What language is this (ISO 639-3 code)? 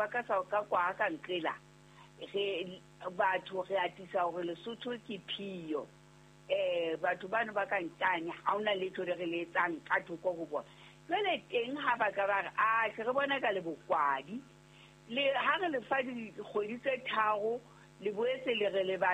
sot